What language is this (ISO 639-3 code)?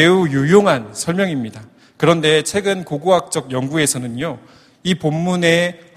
kor